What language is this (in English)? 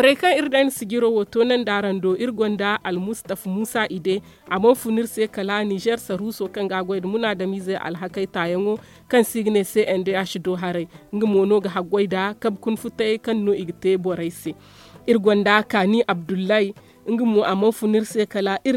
Zarma